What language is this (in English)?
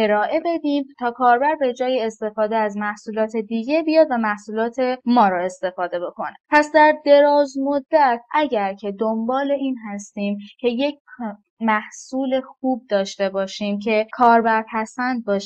Persian